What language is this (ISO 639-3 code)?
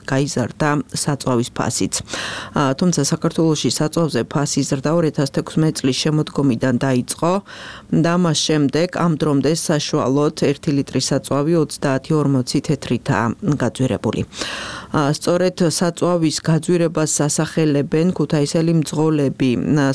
kat